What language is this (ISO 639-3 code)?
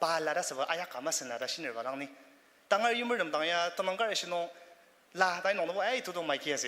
njo